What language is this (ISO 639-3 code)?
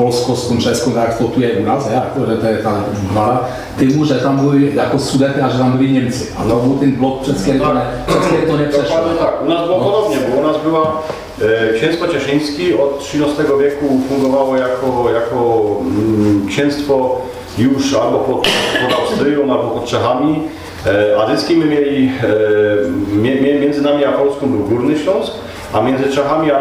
szl